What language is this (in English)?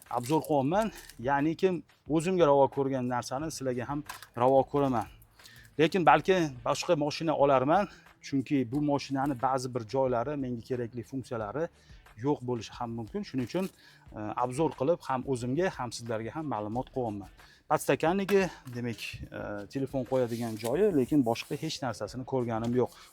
Uzbek